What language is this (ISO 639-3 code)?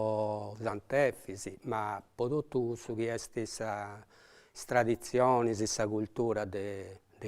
srd